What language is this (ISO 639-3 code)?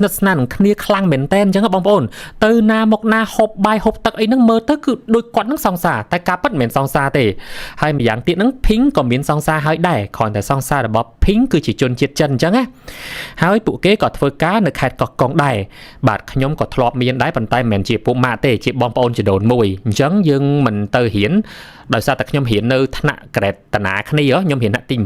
khm